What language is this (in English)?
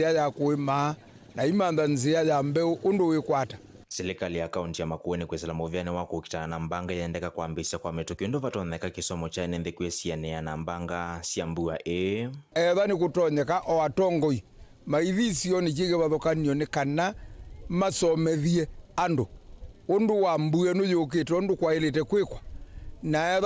Kamba